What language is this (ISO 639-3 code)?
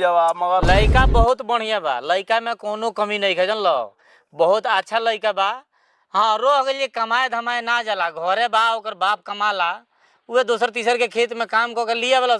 bho